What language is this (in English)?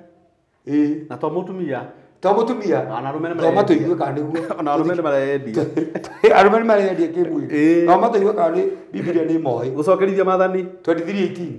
Kikuyu